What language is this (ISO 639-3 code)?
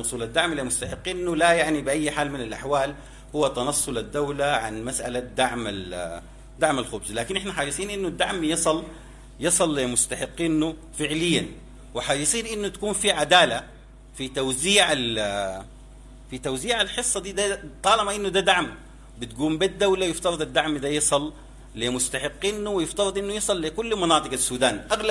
apd